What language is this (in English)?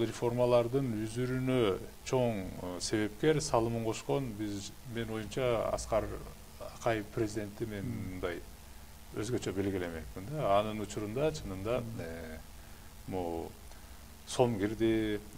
Kyrgyz